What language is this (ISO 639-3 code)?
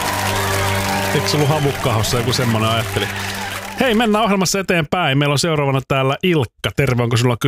fin